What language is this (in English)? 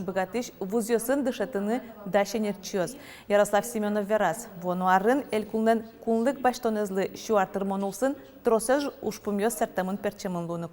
Udmurt